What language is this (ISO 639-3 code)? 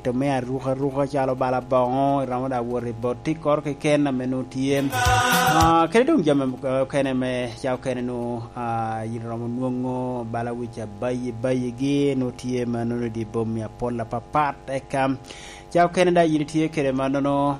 laj